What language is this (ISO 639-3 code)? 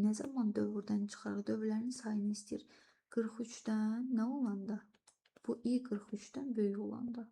aze